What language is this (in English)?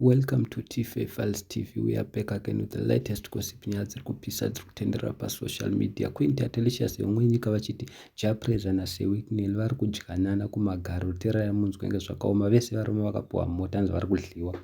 Shona